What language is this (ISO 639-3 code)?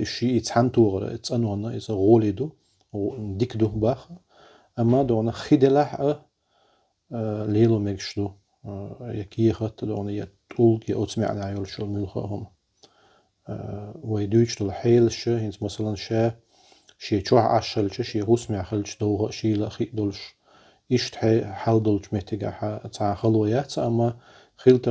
che